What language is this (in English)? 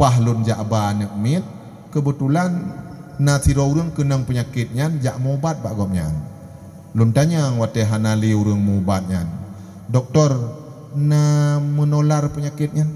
Achinese